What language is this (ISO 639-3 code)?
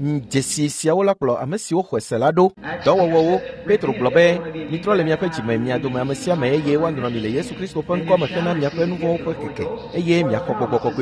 ewe